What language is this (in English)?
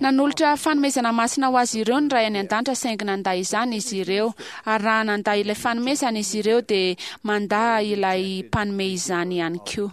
Malagasy